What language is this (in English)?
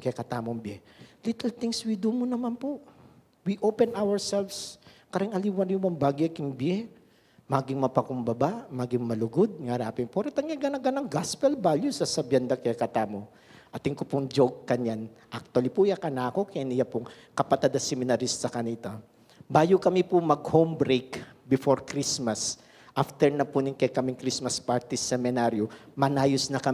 Pampanga